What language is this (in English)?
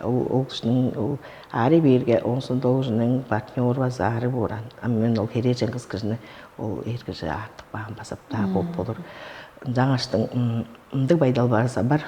Tuvinian